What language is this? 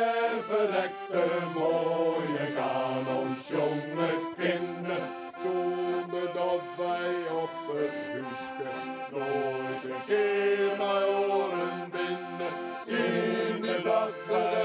Western Frisian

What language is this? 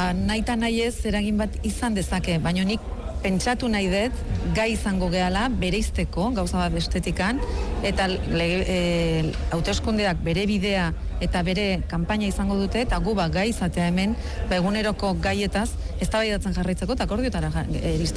Basque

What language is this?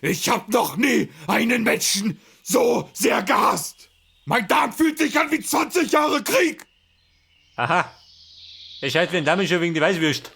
Bavarian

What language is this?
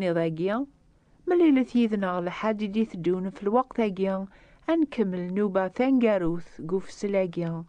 Kabyle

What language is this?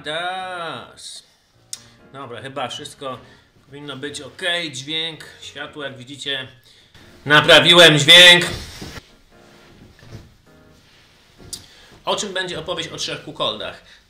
Polish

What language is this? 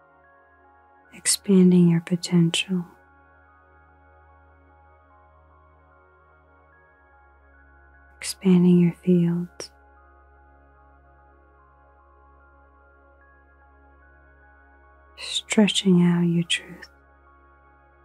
English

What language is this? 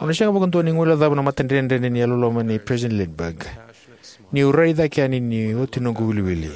Fijian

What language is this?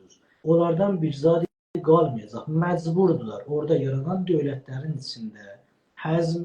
South Azerbaijani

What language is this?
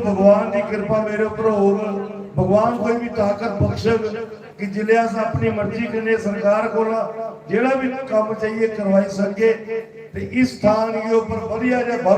Dogri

